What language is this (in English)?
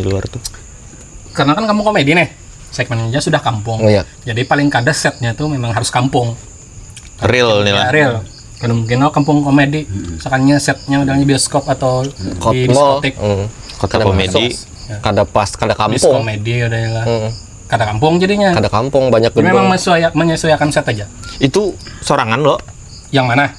Banjar